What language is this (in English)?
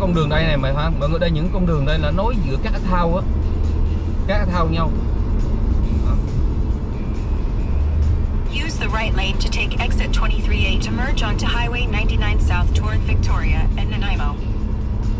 Vietnamese